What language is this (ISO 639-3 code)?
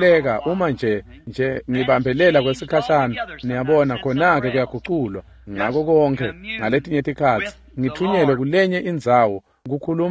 ssw